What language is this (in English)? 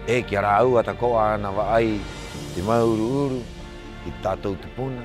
Rapanui